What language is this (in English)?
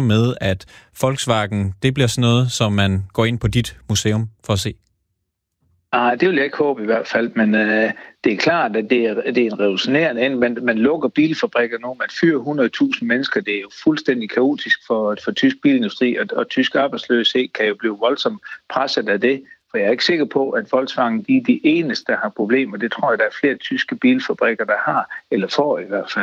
Danish